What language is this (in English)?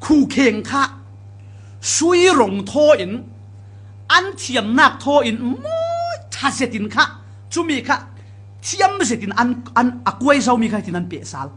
Falam Chin